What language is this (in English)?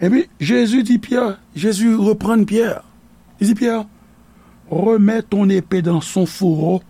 Haitian Creole